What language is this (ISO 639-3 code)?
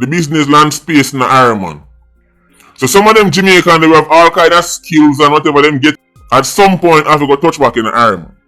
jam